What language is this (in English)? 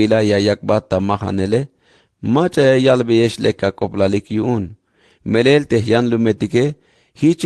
Tzeltal